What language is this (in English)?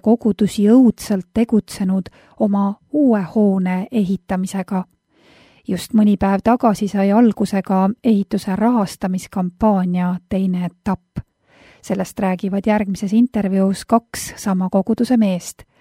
Estonian